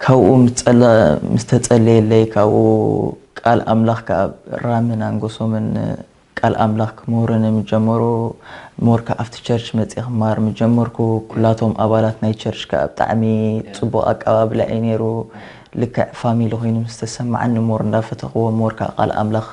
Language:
Tigrinya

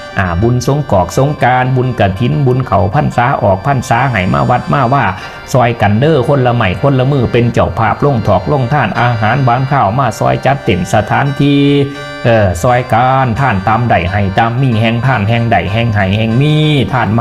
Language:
Northeastern Thai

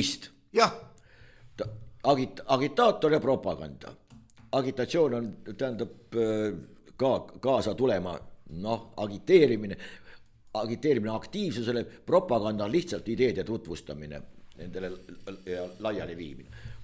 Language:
Estonian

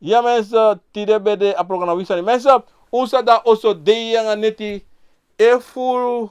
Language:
Sranan Tongo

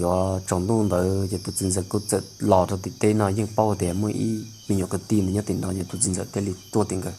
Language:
Hmong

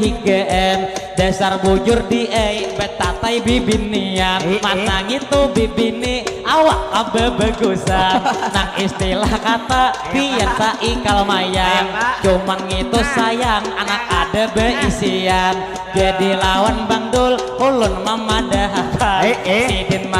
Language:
Banjar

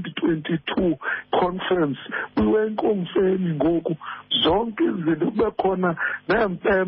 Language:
Xhosa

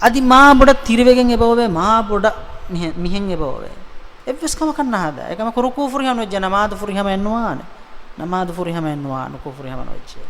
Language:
Divehi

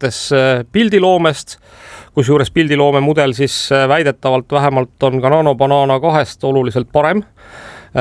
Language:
Estonian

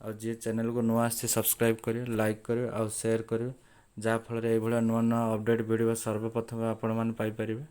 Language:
Odia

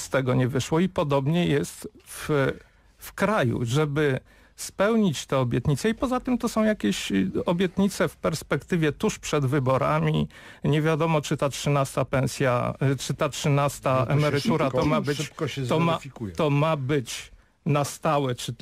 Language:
Polish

